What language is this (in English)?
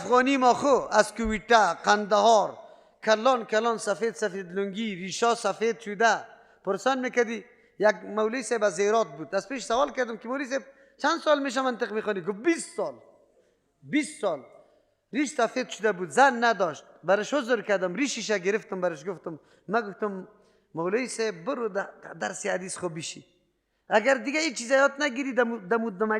Persian